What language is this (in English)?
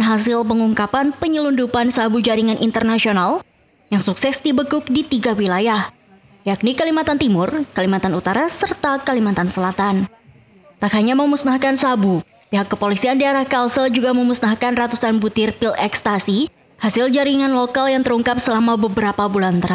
Indonesian